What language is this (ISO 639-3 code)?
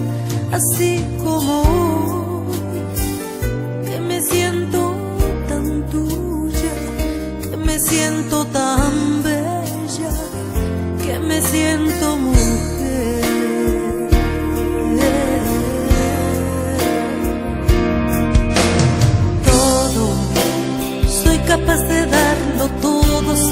spa